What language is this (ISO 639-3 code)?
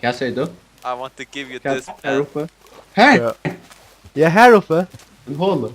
fao